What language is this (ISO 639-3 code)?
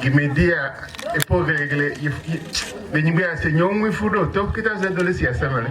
ewe